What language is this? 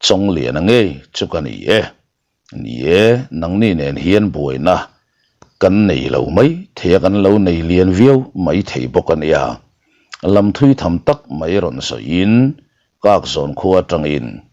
Mizo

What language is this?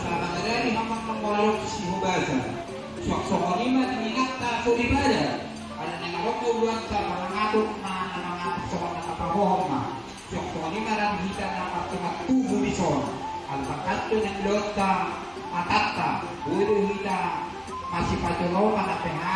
Batak Toba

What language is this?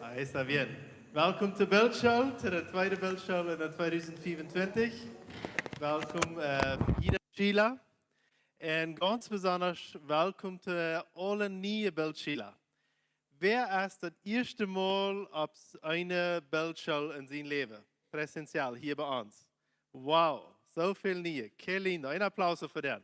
Plautdietsch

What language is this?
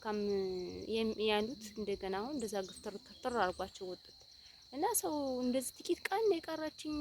Amharic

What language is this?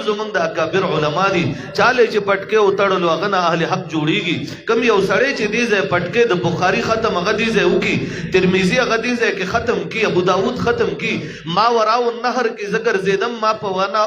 Pashto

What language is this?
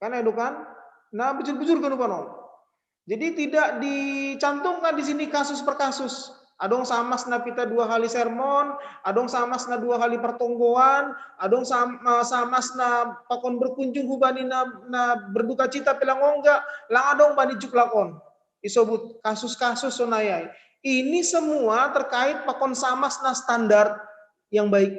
Batak Simalungun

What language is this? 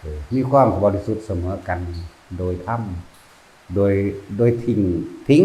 Lao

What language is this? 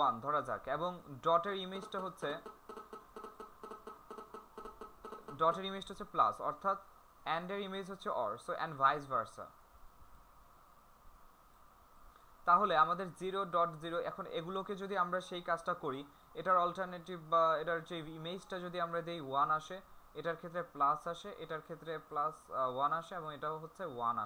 Bangla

